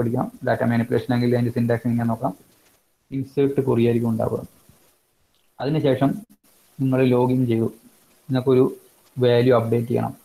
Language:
Malayalam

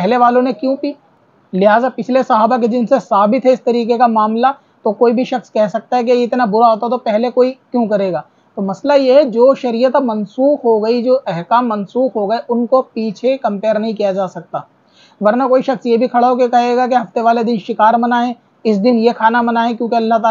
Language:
Urdu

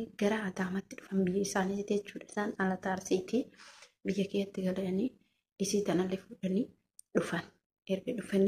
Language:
Oromo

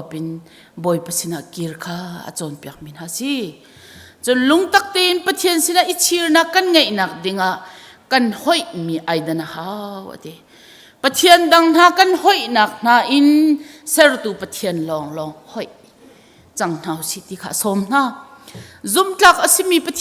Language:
Hakha Chin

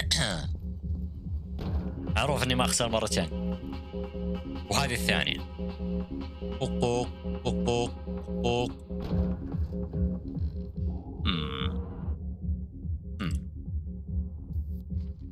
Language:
Arabic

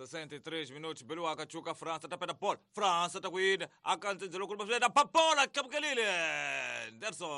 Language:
Tsonga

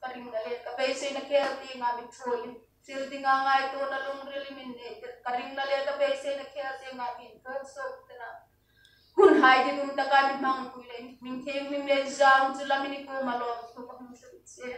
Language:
Hmar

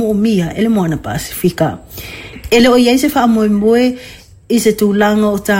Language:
Samoan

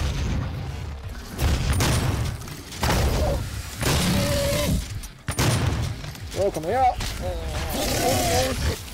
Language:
German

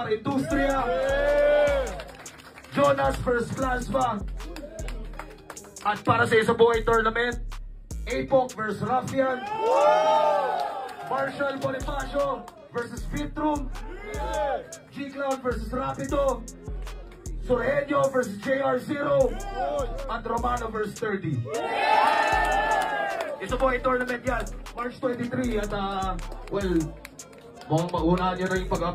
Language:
Filipino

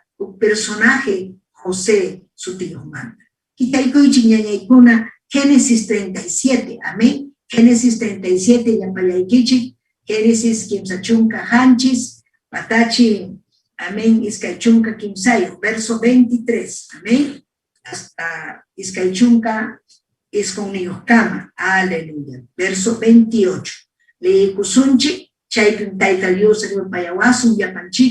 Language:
Ayacucho Quechua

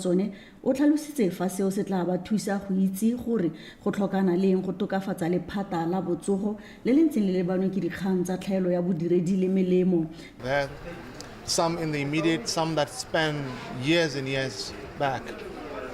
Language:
Tswana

